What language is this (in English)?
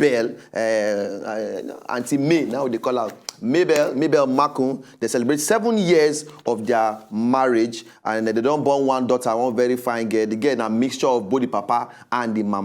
Nigerian Pidgin